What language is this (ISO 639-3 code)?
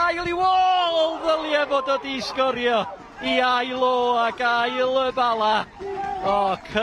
cym